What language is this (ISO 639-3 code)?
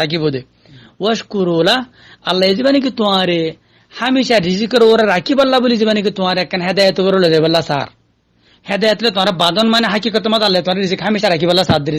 rhg